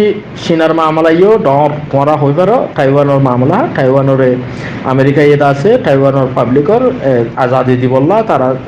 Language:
Rohingya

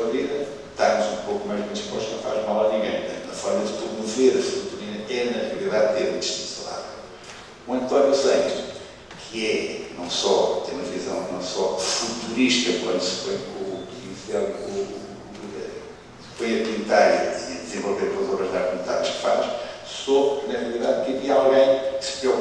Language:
Portuguese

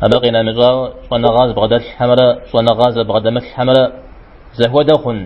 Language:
Kabardian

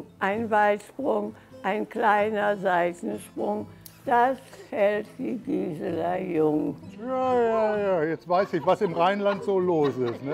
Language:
German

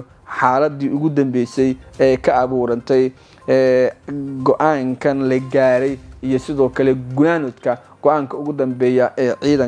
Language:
Somali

